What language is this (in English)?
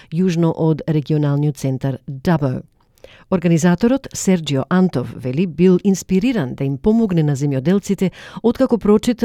Macedonian